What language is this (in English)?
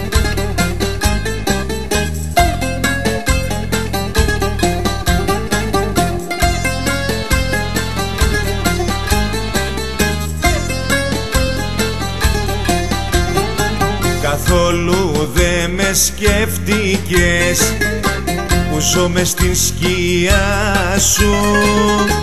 Greek